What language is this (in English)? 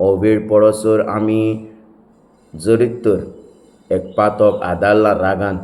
Konkani